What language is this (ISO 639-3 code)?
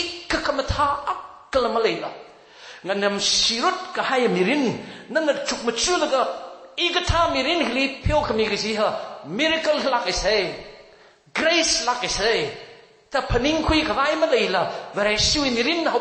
nmf